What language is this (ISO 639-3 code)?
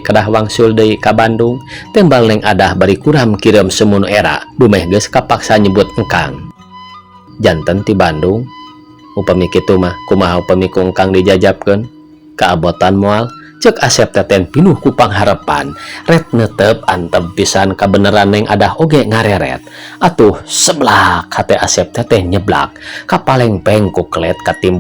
sun